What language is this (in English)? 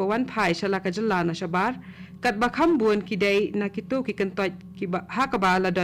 Khasi